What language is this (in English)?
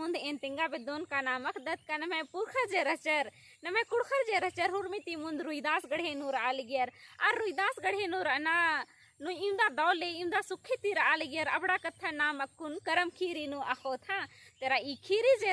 Kurukh